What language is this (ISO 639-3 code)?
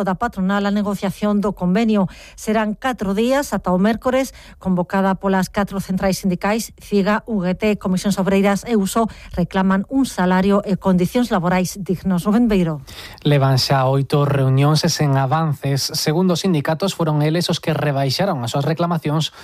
glg